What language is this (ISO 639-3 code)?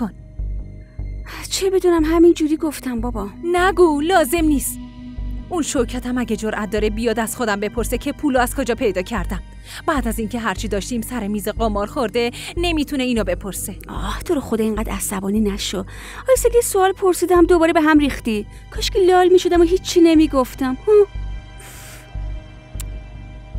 fas